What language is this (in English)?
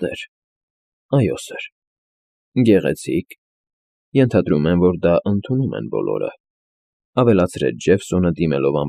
Armenian